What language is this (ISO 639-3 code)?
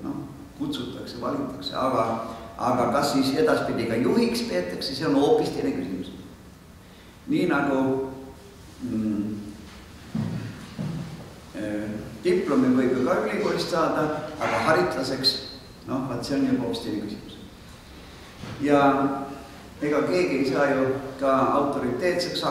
est